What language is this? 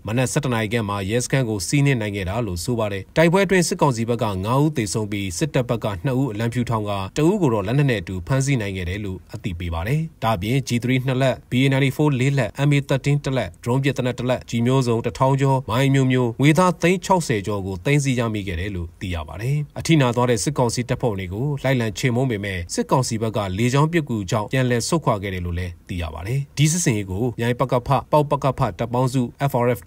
Burmese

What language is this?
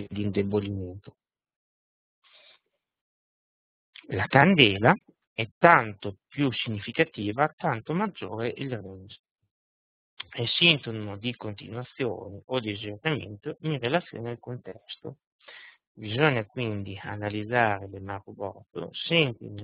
Italian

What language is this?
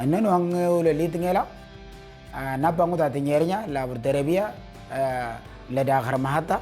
Moro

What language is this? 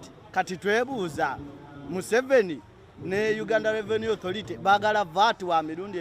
Ganda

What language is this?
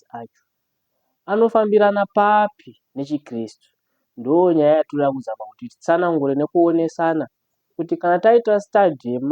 Shona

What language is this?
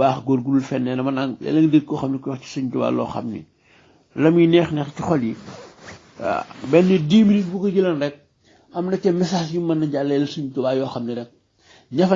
Wolof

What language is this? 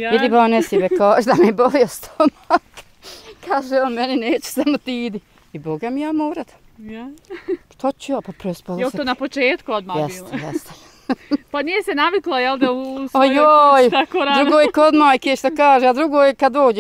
Bosnian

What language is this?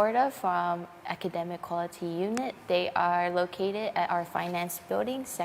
Samoan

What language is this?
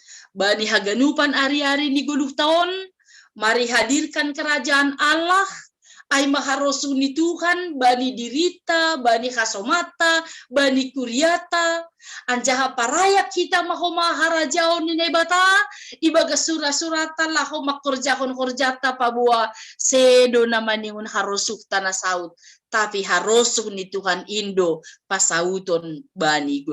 Batak Simalungun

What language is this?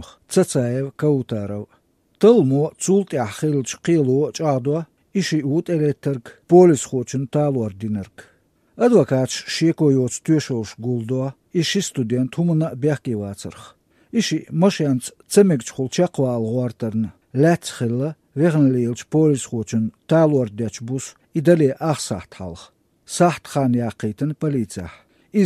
Chechen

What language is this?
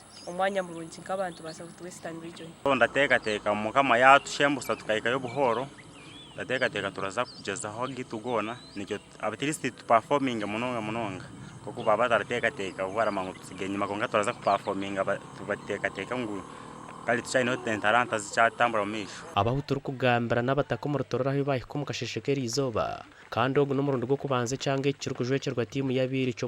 Nyankole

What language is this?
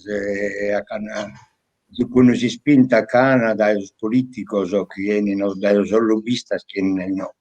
Sardinian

